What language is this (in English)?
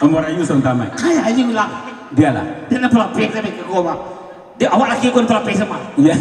Minangkabau